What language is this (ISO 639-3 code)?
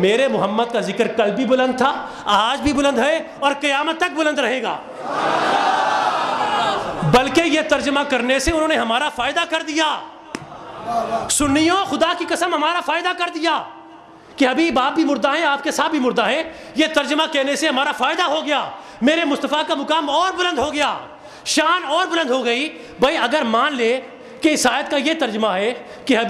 urd